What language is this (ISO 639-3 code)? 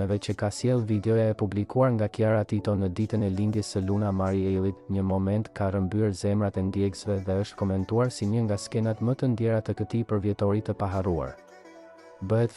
sqi